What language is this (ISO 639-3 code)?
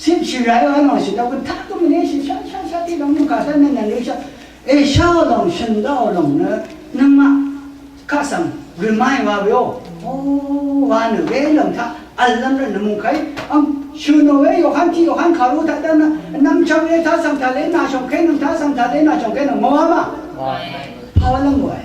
raw